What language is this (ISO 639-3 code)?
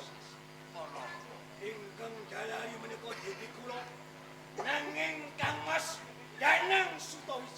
jav